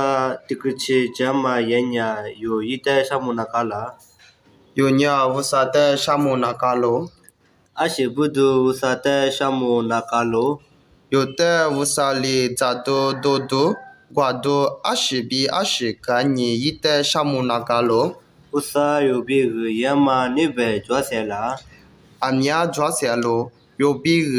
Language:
Lisu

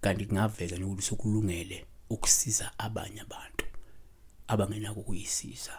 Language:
Zulu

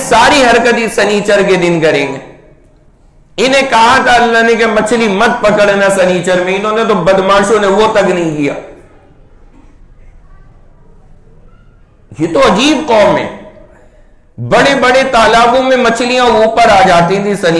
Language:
Urdu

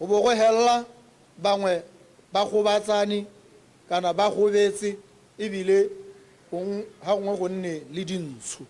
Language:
Tswana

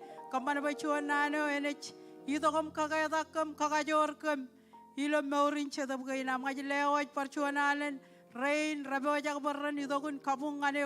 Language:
Marshallese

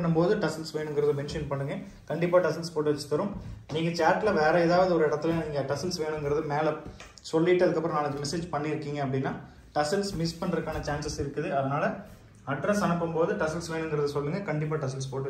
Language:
Tamil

